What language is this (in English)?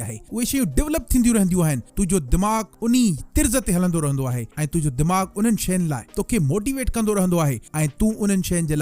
Sindhi